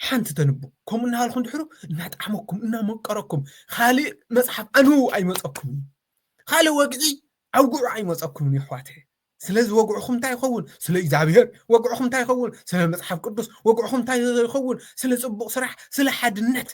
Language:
Tigrinya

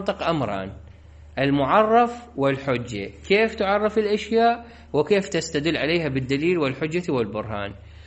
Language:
Mesopotamian Arabic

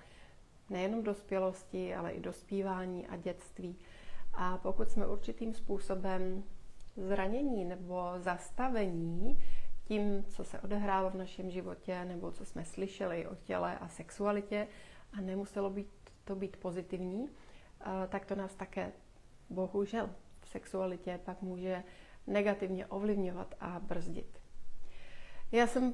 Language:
Czech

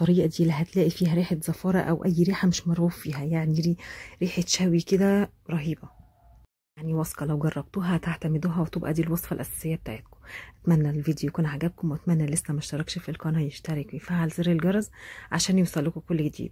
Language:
Egyptian Arabic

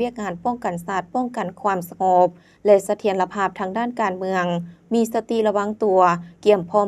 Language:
Lao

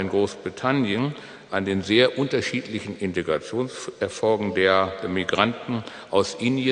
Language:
German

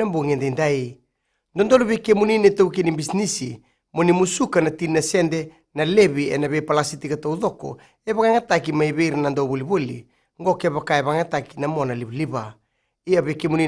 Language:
Fijian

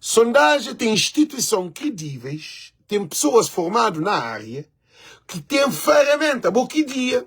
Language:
Kabuverdianu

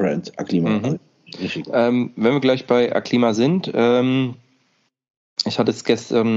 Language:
German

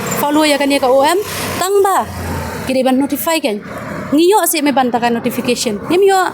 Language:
Khasi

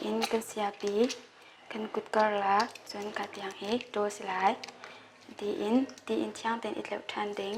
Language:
Hakha Chin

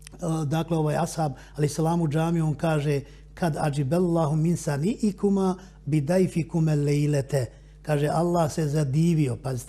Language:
Bosnian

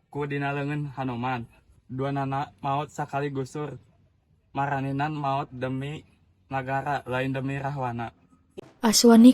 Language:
Sundanese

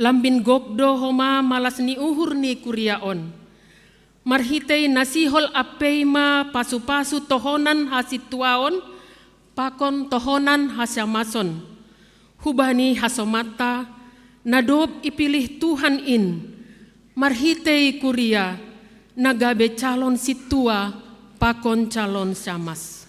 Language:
Batak Simalungun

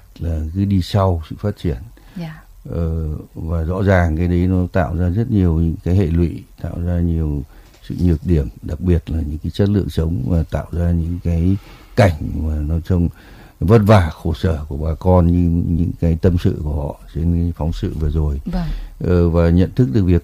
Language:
Vietnamese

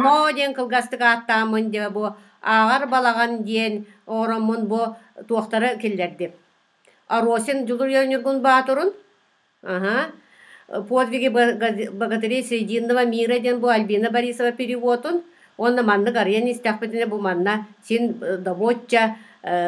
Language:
Yakut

